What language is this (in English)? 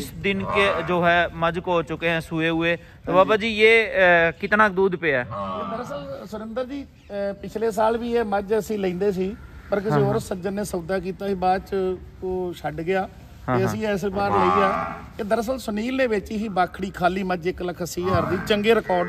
Punjabi